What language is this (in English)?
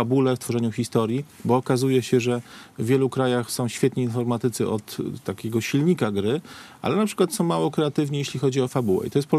Polish